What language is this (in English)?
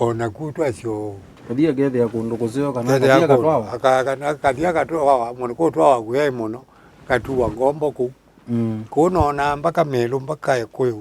Kamba